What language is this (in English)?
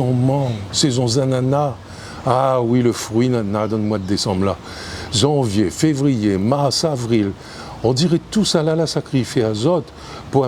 Réunion Creole French